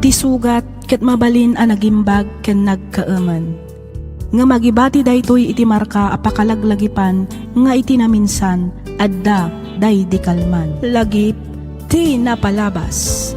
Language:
Iloko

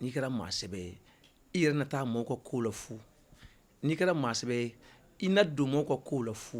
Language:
Bambara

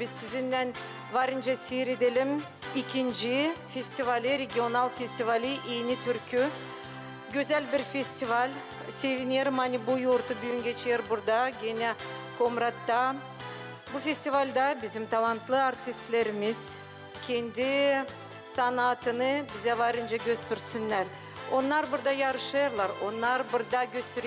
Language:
Gagauz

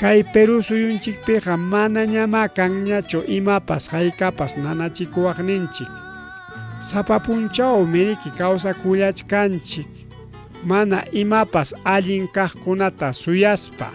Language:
Ayacucho Quechua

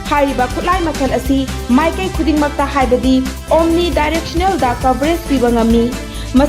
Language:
Manipuri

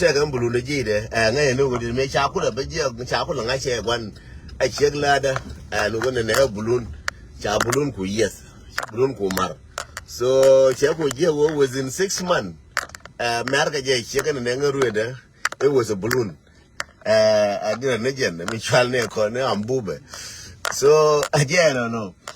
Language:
Nuer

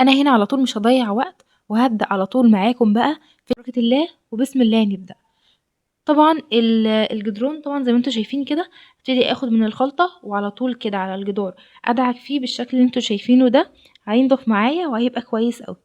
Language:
Egyptian Arabic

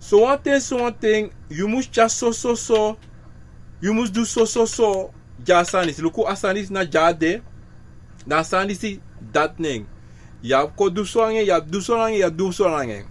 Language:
Sranan Tongo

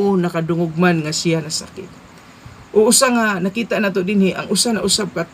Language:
Cebuano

